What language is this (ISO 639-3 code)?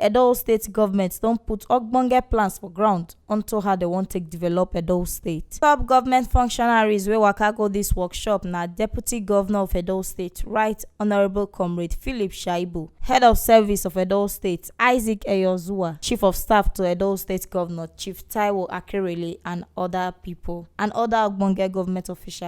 pcm